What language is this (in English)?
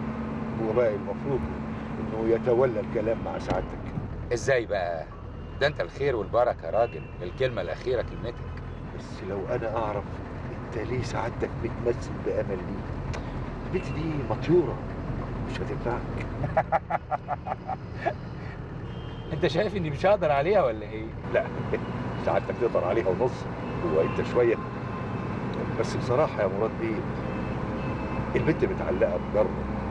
Egyptian Arabic